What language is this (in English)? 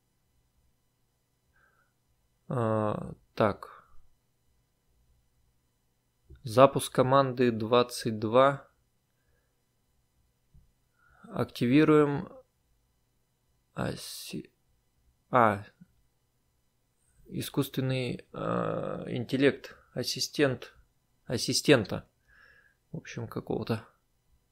Russian